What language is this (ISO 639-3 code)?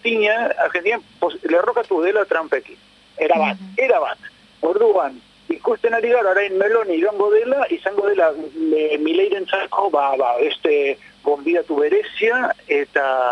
eus